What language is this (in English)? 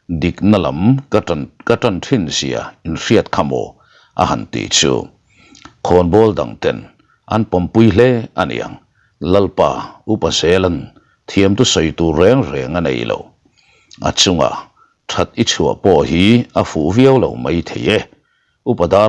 Mizo